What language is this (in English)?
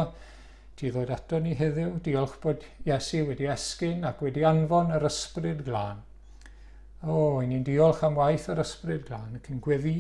Welsh